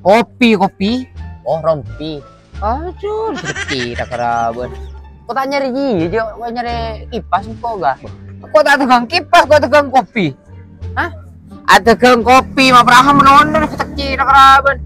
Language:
Madurese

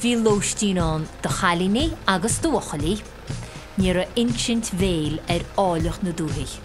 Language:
Irish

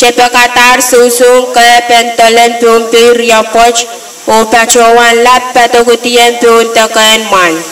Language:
Pohnpeian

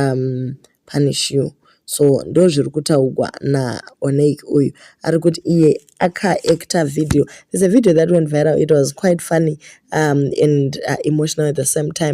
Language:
Shona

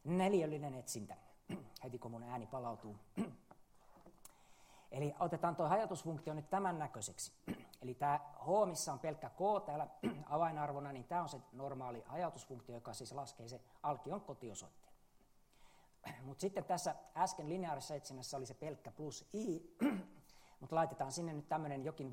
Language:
Finnish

